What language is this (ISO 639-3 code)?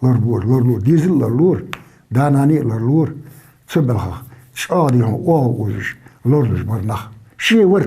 inh